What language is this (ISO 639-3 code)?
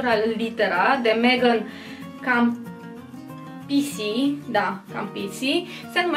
ron